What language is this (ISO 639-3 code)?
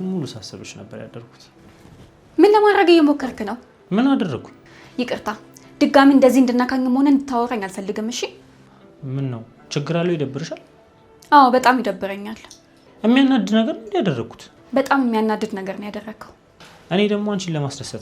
amh